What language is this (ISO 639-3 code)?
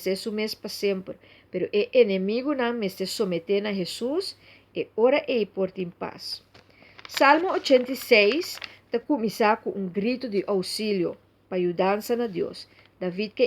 pap